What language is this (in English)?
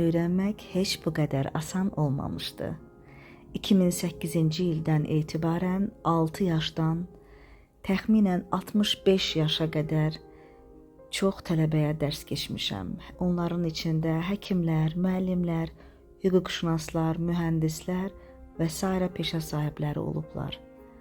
Azerbaijani